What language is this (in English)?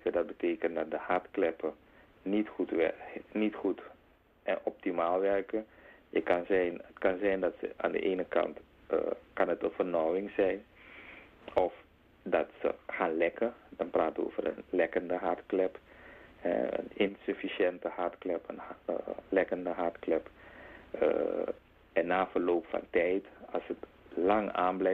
Dutch